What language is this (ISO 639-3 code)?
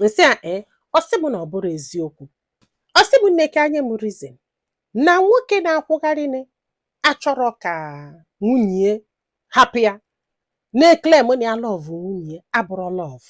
ibo